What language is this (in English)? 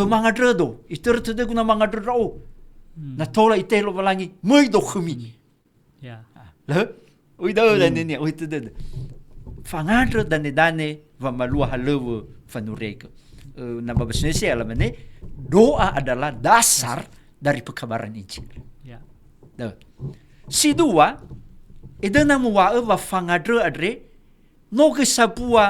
Nias